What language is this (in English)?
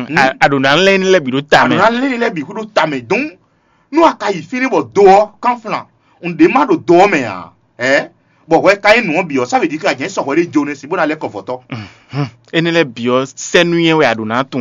Fon